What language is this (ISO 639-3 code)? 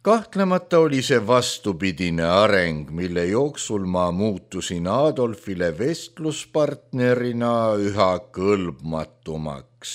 est